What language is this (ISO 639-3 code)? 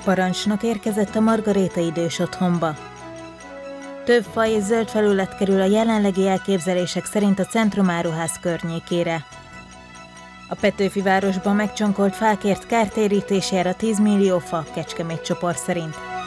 hun